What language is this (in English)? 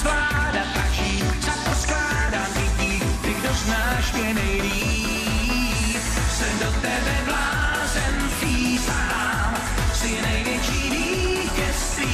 Czech